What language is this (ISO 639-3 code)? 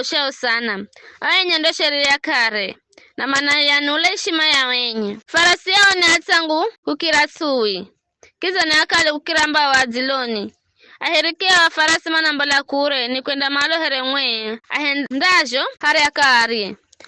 nyf